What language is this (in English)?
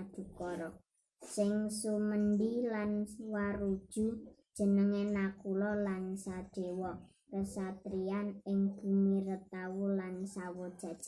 Javanese